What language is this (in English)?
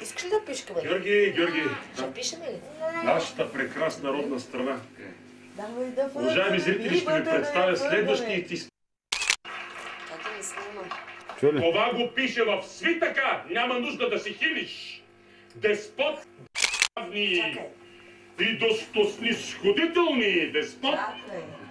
Bulgarian